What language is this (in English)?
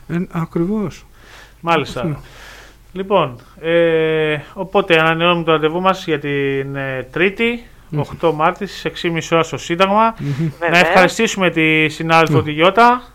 Greek